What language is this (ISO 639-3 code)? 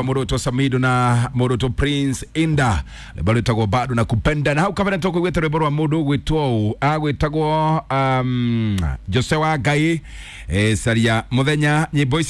kik